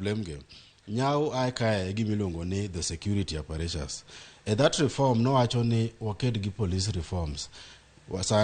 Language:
Luo (Kenya and Tanzania)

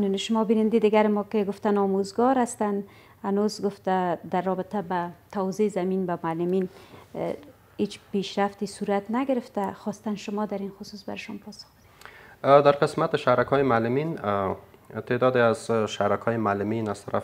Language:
Persian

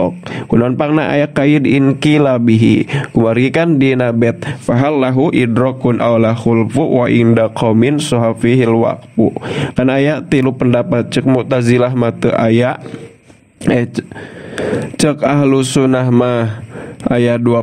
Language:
Sundanese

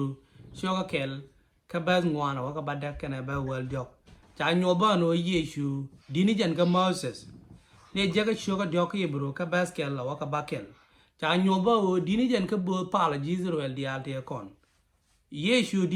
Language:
Nuer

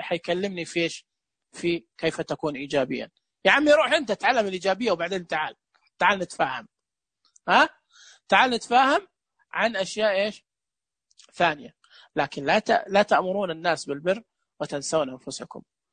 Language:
Najdi Arabic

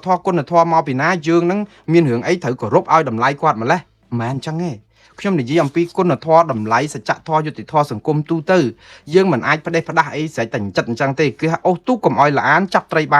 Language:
Khmer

